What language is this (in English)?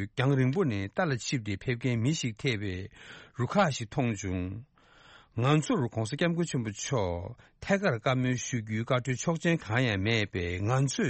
Tibetan